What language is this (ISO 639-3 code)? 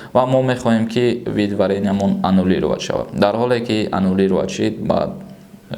tgk